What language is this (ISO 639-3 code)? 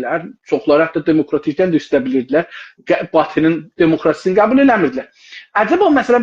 azb